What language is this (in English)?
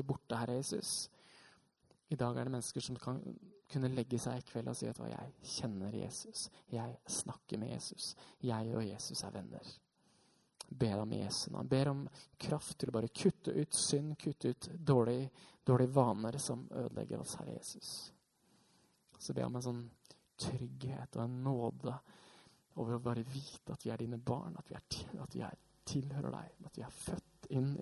Norwegian